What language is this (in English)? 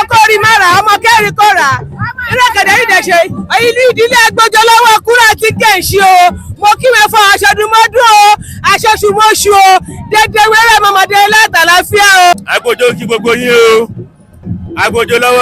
Yoruba